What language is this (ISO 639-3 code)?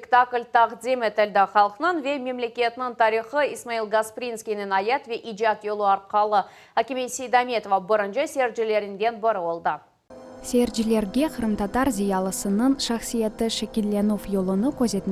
crh